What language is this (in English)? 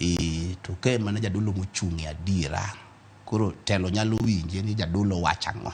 Luo (Kenya and Tanzania)